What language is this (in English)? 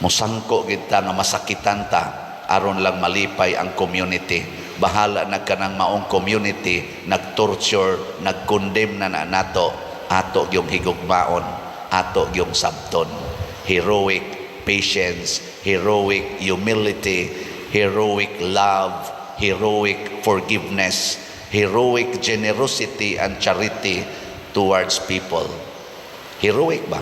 Cebuano